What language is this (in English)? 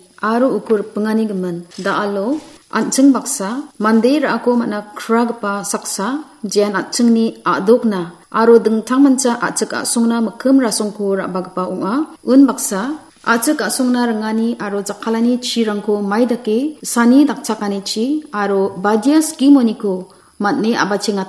Garo